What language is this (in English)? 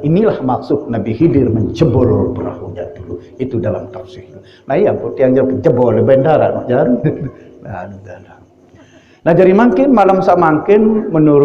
Sasak